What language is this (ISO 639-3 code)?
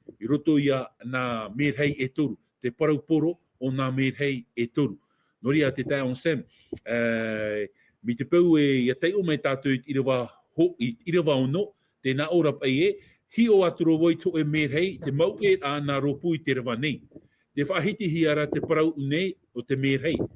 tah